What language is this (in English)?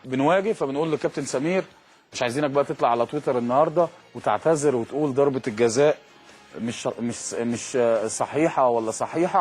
Egyptian Arabic